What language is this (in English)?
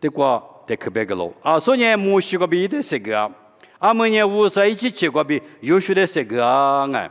Lisu